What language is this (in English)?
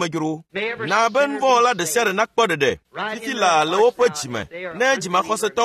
Ewe